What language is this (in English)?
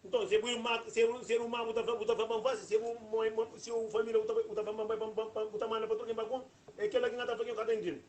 Kabuverdianu